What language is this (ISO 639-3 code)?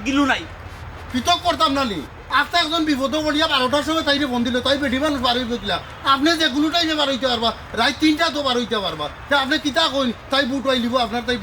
syl